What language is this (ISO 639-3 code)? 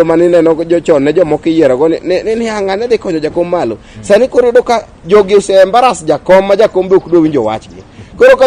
luo